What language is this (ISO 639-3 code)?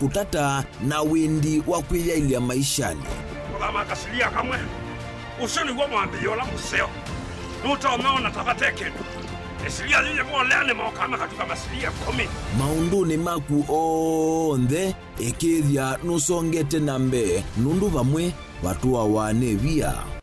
kam